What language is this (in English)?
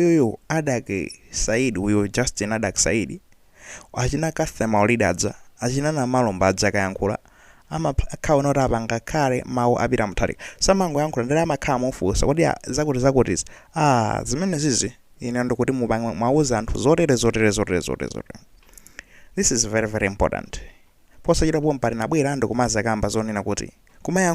Nyanja